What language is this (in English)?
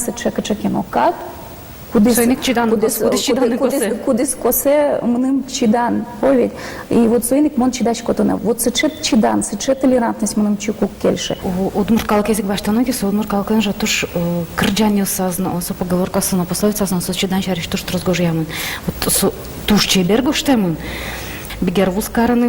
Udmurt